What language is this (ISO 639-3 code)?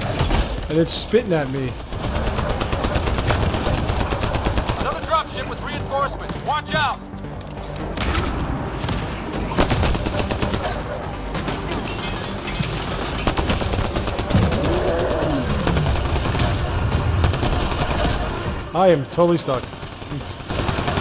eng